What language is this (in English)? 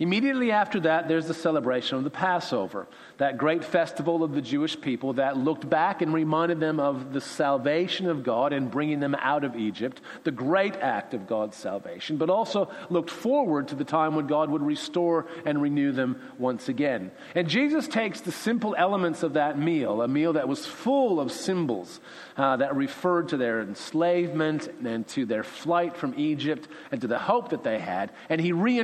English